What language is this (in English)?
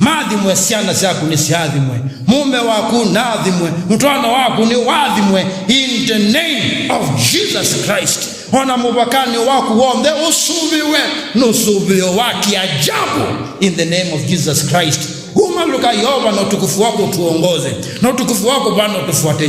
Kamba